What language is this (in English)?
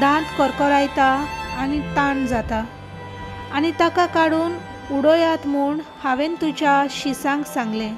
Konkani